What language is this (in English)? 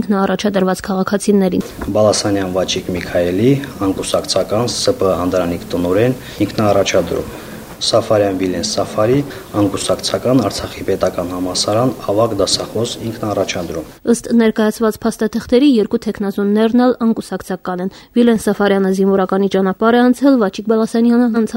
Armenian